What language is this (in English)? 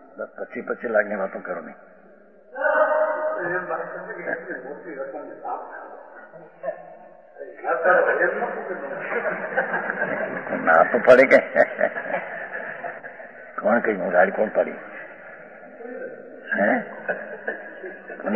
Gujarati